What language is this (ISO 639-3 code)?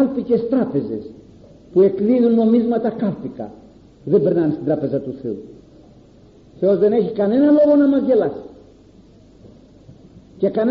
ell